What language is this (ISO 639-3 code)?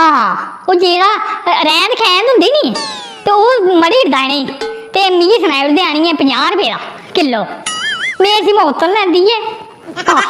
doi